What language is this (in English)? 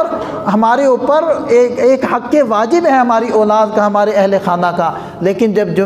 Urdu